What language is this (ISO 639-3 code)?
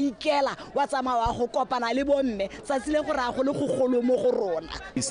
tsn